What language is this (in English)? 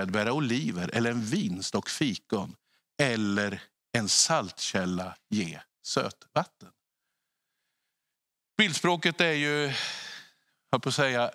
Swedish